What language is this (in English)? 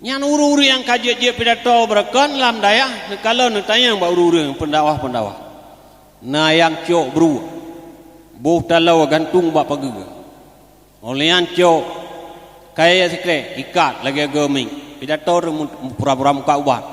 Achinese